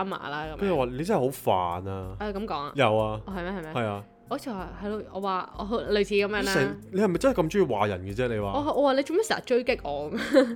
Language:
Cantonese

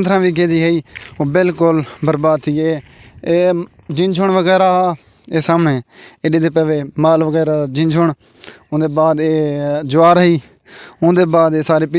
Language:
Saraiki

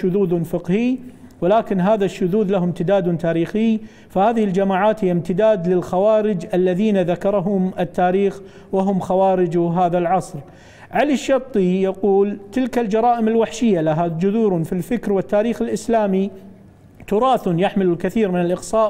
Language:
Gulf Arabic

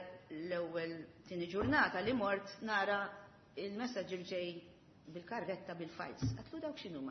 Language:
Maltese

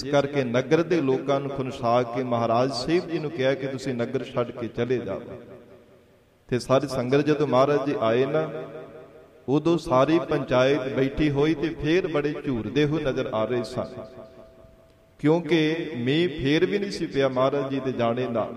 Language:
Punjabi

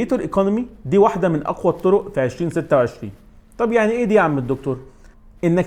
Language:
Egyptian Arabic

